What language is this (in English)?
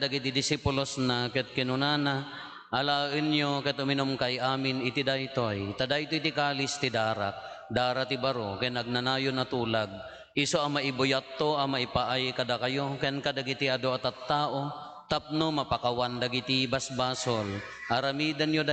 Iloko